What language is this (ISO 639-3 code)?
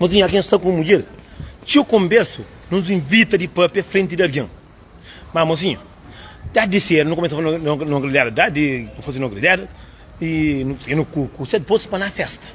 kea